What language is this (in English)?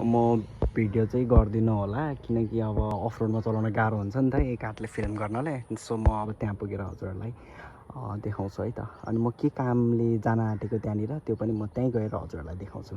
Nepali